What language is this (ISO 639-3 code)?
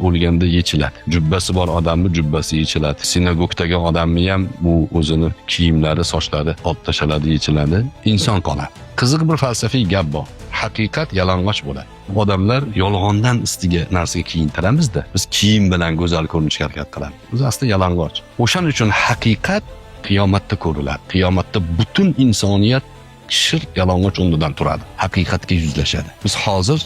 uzb